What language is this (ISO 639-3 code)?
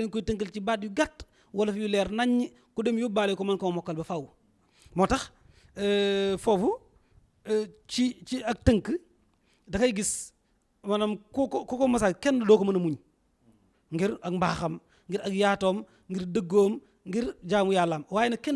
wol